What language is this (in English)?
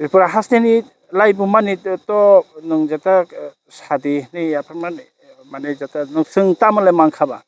Kok Borok